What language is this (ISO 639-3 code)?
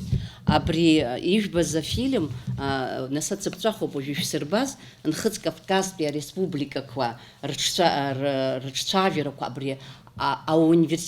abk